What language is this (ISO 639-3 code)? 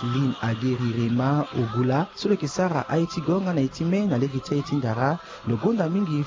sag